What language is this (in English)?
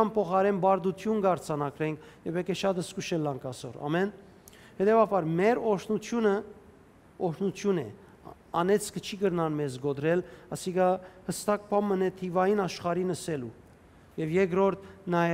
Western Armenian